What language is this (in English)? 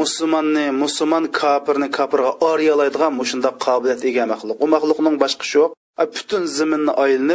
Uyghur